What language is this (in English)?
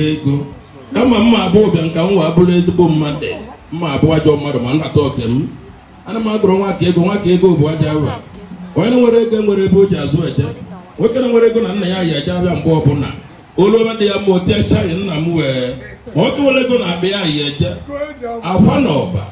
Igbo